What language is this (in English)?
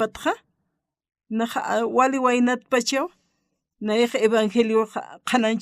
Aymara